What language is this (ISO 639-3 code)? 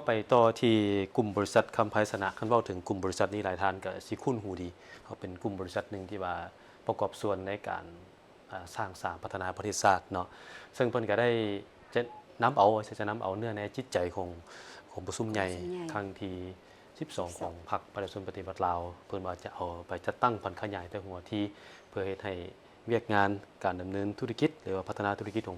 lao